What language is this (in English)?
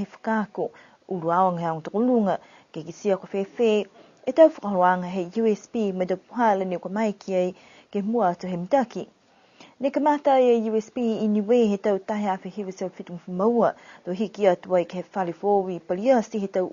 Niuean